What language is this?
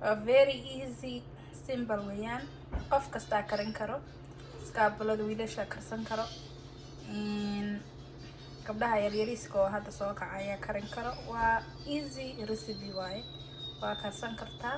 Somali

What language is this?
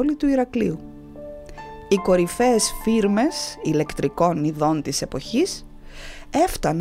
Greek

